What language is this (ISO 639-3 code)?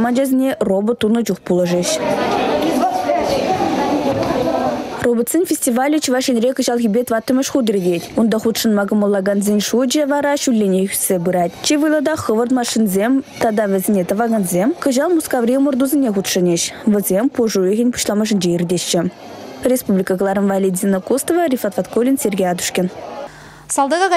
chv